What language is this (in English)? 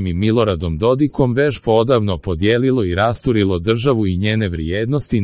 Croatian